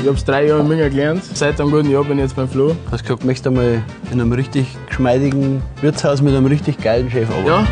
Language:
Bavarian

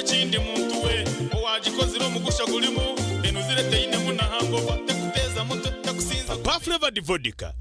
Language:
Nyankole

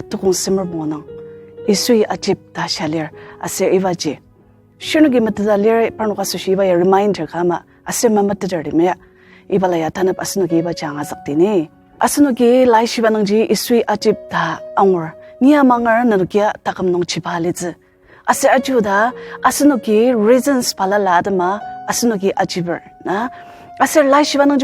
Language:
Ao Naga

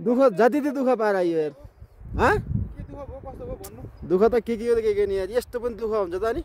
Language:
Nepali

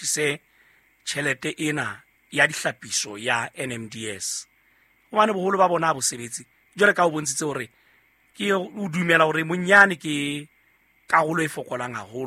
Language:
Southern Sotho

